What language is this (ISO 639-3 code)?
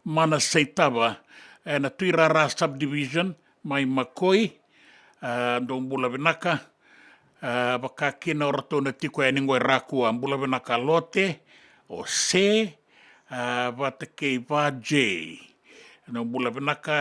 fij